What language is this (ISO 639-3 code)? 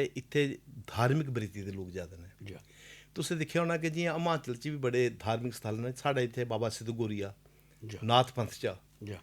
doi